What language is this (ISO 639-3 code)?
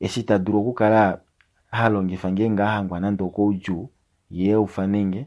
kua